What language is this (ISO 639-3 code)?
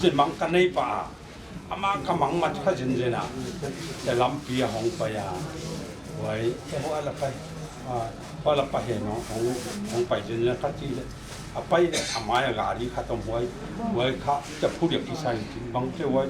pck